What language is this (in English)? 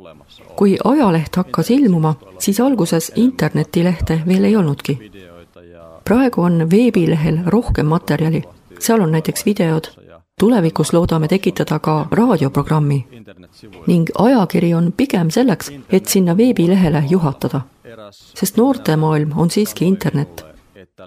Estonian